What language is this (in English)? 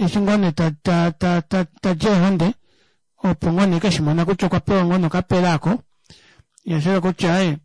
Kuanyama